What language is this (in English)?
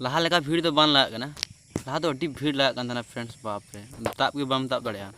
Santali